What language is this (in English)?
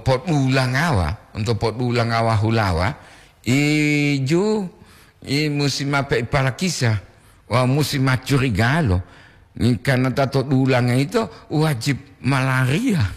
Gorontalo